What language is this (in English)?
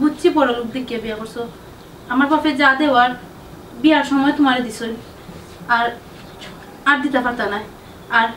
Sylheti